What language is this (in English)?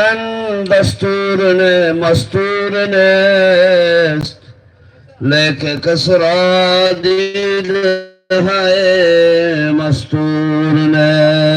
Sylheti